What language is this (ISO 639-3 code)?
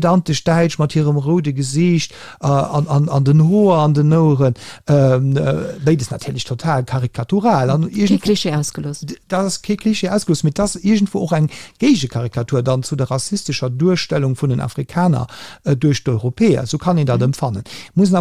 ltz